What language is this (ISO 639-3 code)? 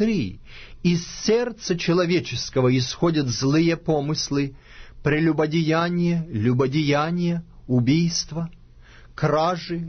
rus